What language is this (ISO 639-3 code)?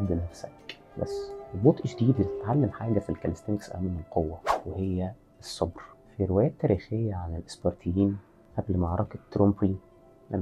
arz